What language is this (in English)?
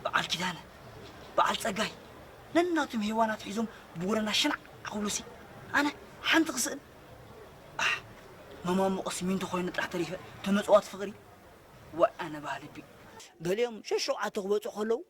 Tigrinya